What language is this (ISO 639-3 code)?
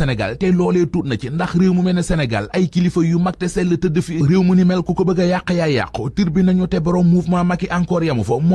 wol